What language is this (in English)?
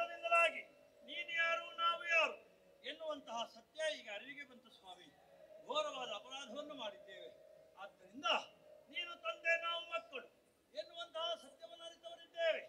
Kannada